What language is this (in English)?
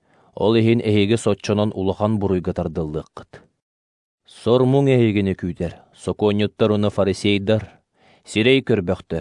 Yakut